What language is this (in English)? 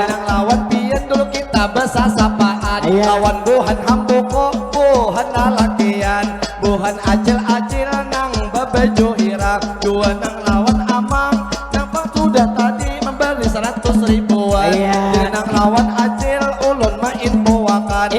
Banjar